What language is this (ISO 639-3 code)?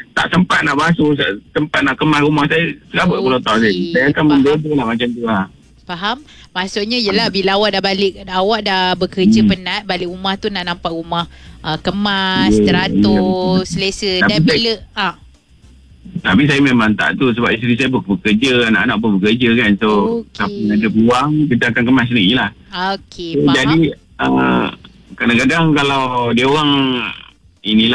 msa